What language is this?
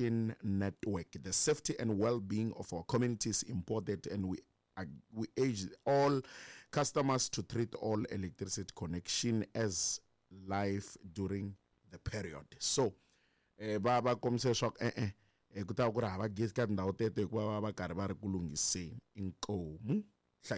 Tsonga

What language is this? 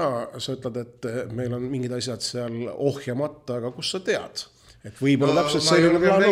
Estonian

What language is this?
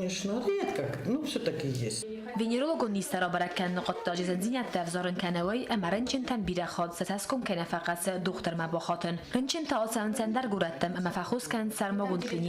Ossetic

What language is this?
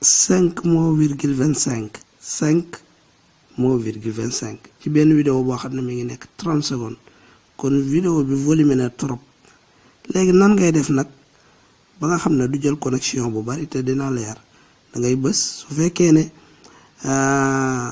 Wolof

